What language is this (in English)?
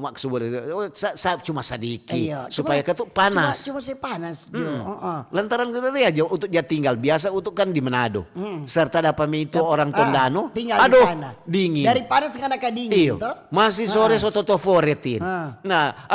Manado Malay